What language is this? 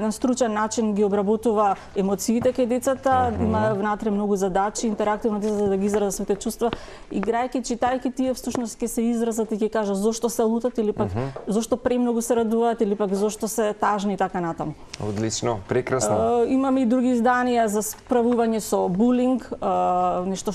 Macedonian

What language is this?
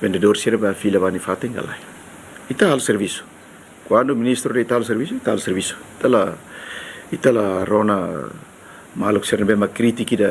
Tetum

